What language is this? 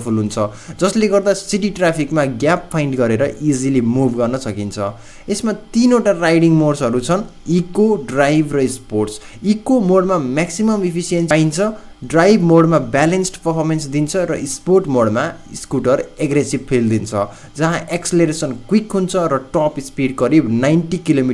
Nepali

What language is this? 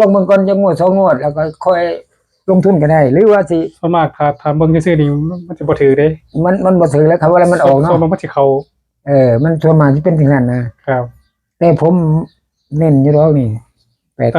Northeastern Thai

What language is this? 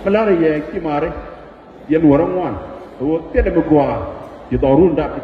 Nuer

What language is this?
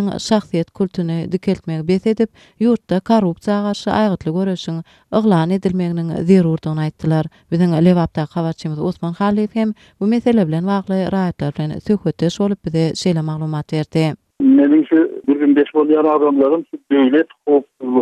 Turkmen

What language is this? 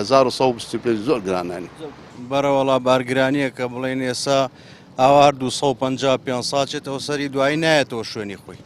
Central Kurdish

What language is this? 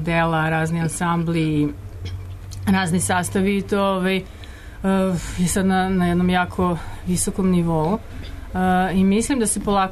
Serbian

